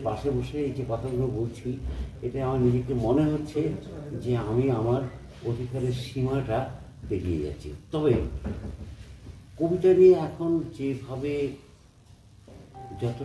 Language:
Bangla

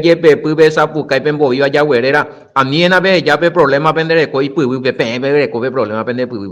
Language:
Guarani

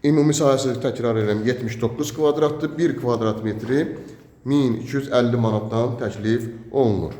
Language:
Azerbaijani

